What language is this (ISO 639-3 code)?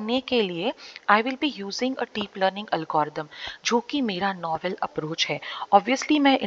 hin